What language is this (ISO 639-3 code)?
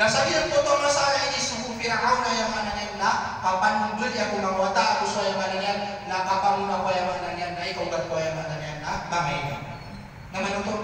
mrw